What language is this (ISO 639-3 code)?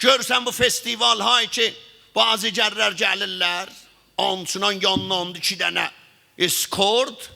azb